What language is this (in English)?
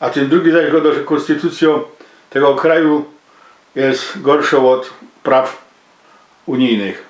Silesian